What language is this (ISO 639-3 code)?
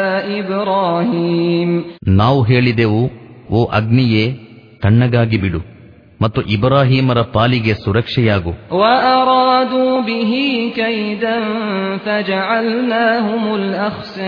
kan